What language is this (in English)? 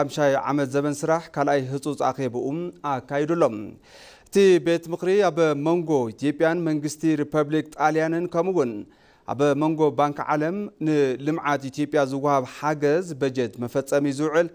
Tigrinya